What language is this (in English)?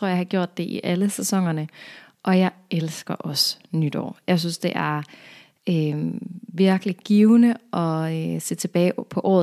Danish